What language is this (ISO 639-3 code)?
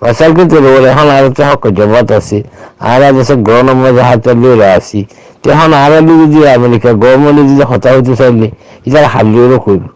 rhg